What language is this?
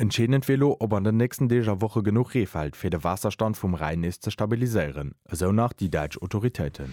Luxembourgish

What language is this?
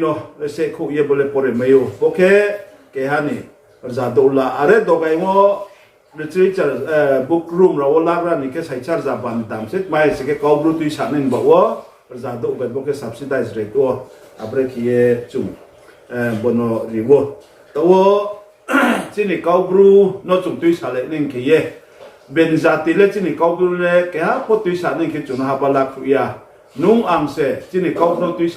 Riang (India)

